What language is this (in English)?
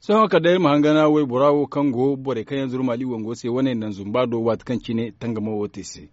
Zarma